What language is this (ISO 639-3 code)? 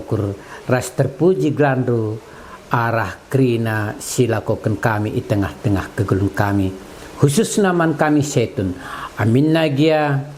btx